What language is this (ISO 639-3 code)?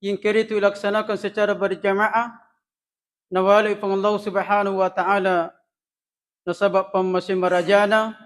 bug